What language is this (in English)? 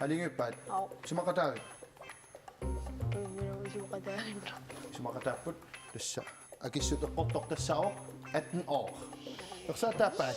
Kalaallisut